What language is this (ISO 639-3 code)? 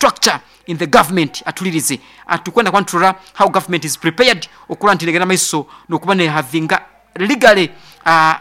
nyn